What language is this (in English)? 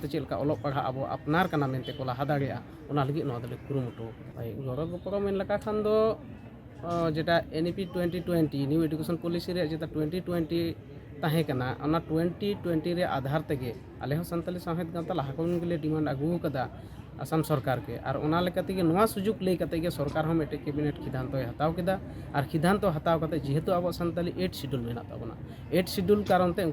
Santali